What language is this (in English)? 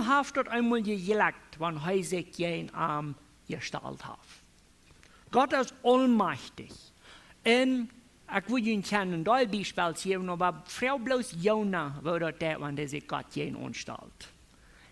Plautdietsch